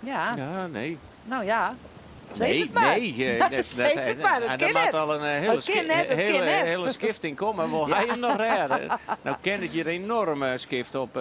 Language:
Western Frisian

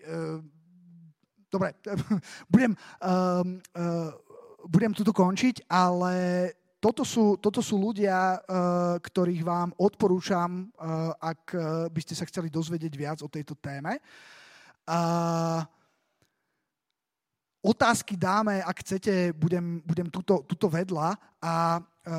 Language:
Slovak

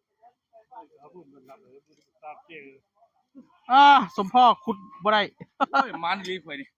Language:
Northeastern Thai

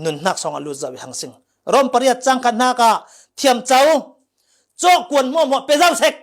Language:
Falam Chin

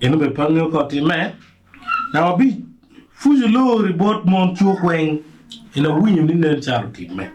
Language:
Acoli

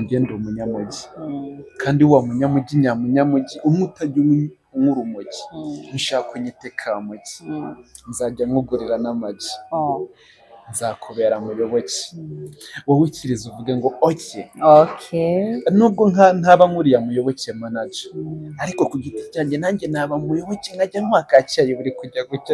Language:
Kinyarwanda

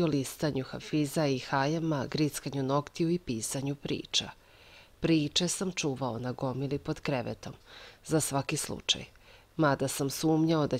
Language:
Serbian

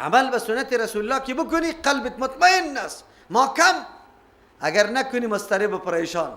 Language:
Persian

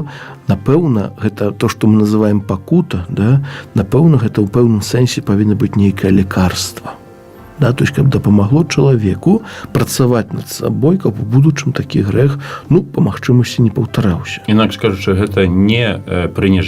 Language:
Belarusian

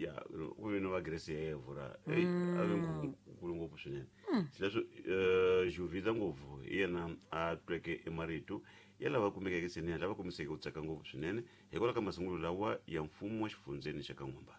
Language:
Tsonga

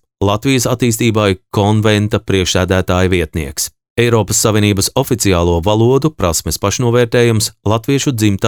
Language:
Latvian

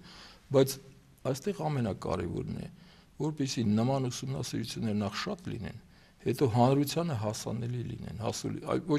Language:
Armenian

